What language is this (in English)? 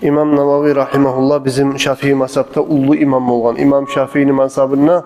Kumyk